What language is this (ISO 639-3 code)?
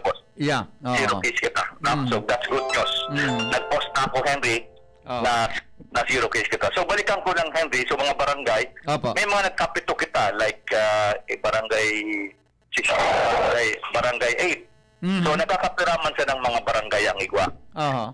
bik